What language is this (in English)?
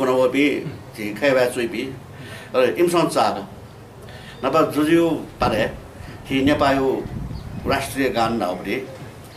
Newari